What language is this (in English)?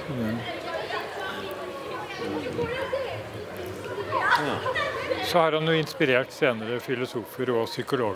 Norwegian